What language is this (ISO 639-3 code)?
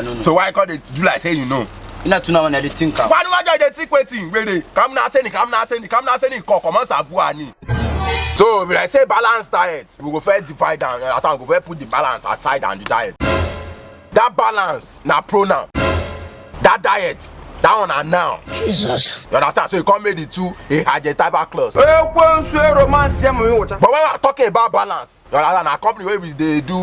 pcm